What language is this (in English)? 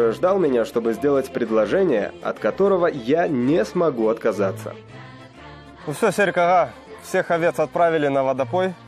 Russian